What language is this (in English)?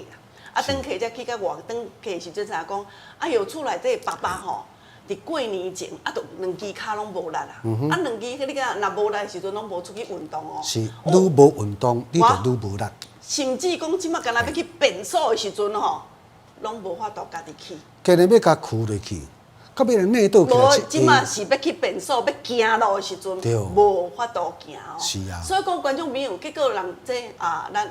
Min Nan Chinese